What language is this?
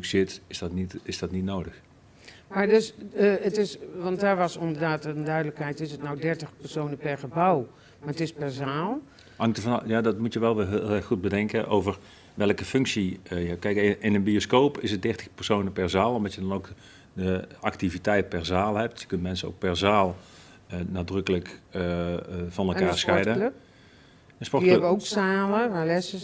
Dutch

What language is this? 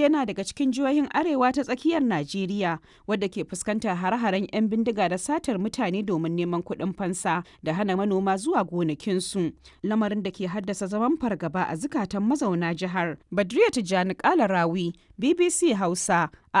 Hausa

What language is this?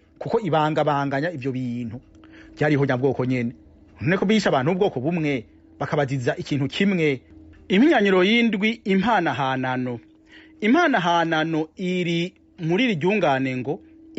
Rundi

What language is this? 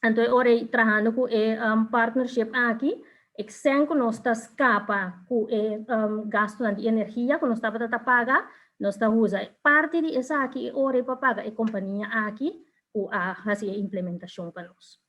Papiamento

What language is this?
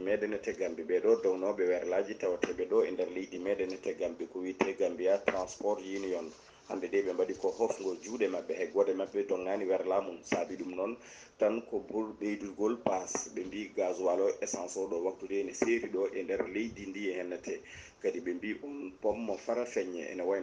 Fula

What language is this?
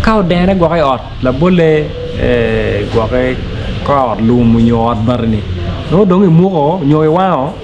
Acoli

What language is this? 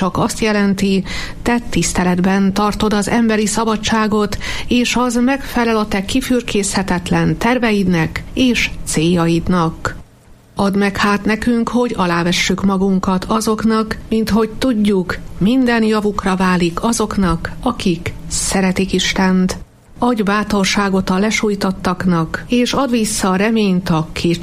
Hungarian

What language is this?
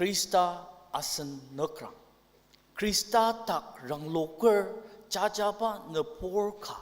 Ao Naga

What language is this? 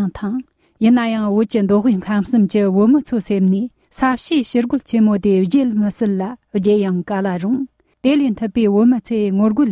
Tibetan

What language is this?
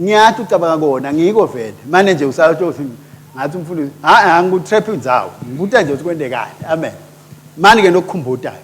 Swati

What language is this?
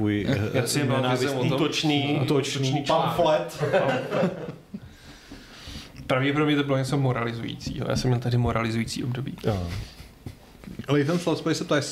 Czech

